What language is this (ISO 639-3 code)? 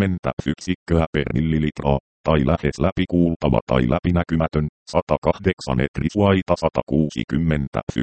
fin